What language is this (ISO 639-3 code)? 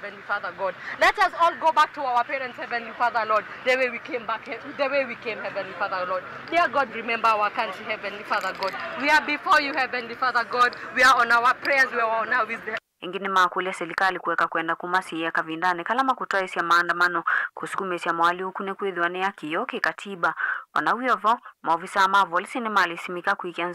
kam